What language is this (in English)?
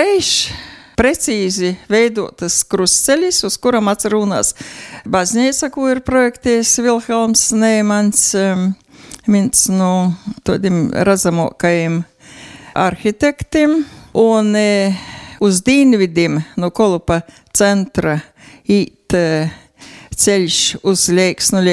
Latvian